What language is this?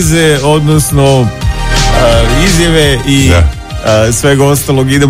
Serbian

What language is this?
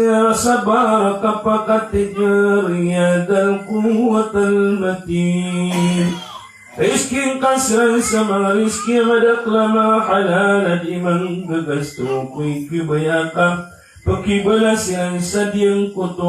Maranao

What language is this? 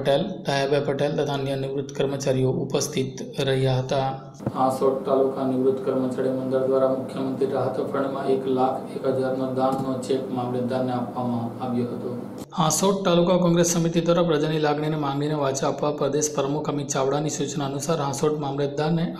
Gujarati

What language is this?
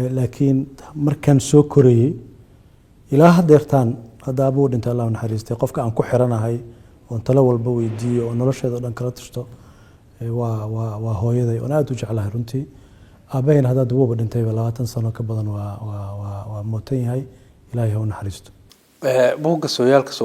Somali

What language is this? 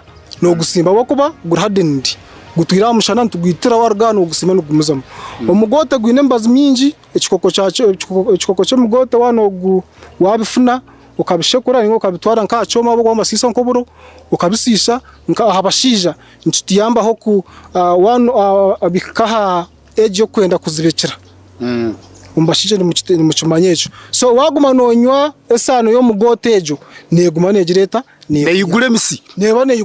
Nyankole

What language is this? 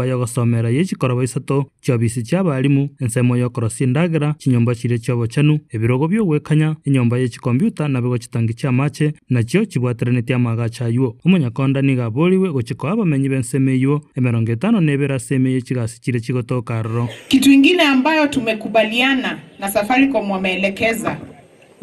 Gusii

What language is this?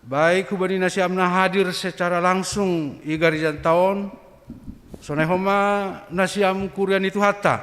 Batak Simalungun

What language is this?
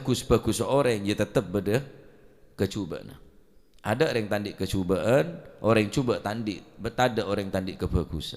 Madurese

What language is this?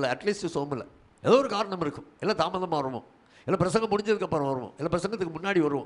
Tamil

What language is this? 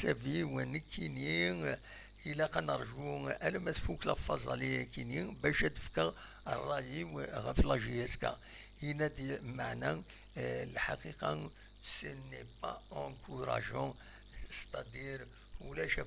Kabyle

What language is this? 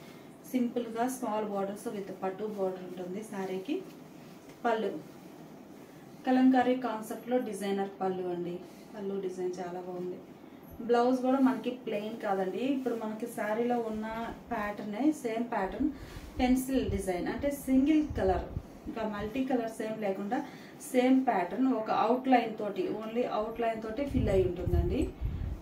Telugu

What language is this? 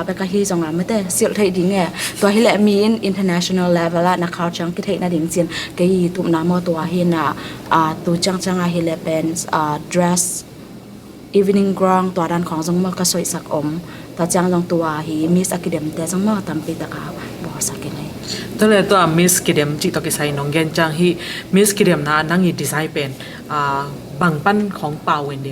Tedim Chin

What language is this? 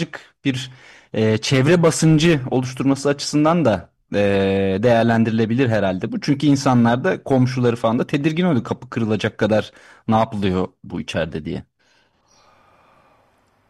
Turkish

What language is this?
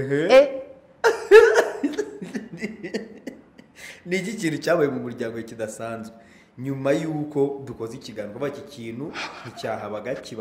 Kinyarwanda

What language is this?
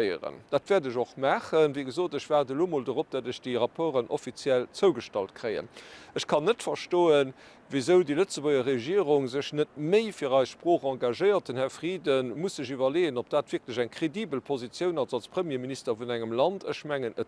Luxembourgish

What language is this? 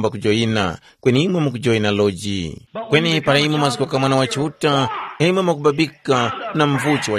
Tumbuka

